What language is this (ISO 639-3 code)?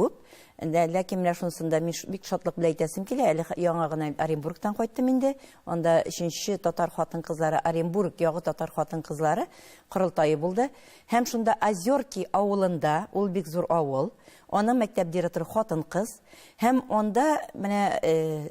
tat